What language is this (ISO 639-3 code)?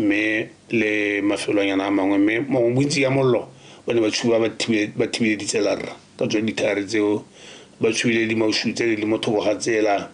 tsn